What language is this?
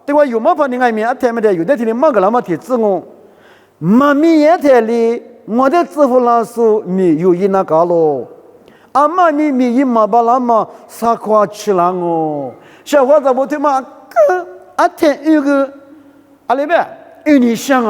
Lisu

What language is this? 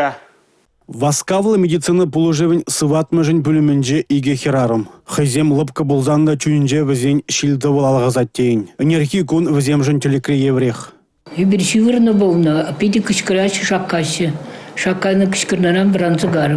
Chuvash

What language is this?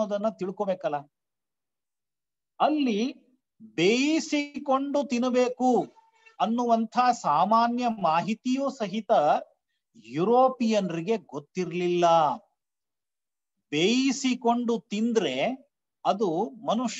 Kannada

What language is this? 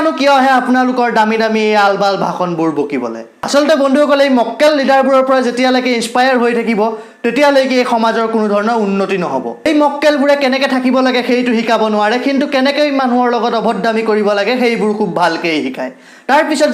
Assamese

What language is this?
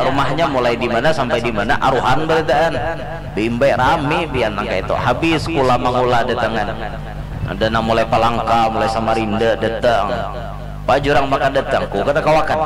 Banjar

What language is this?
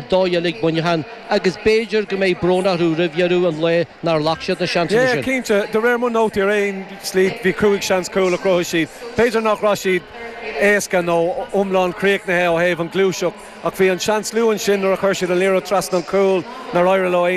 Irish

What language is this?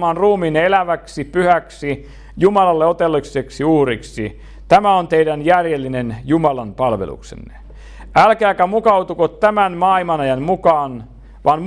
Finnish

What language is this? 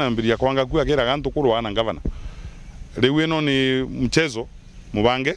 Meru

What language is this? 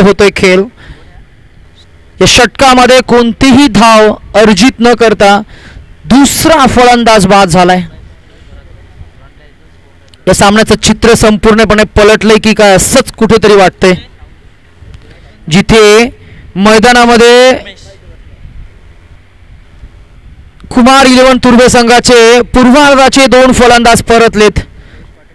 Marathi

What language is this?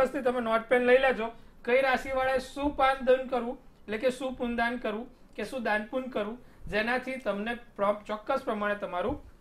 Gujarati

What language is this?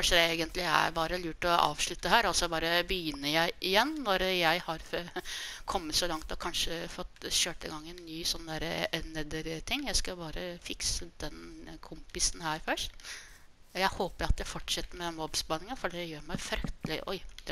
Norwegian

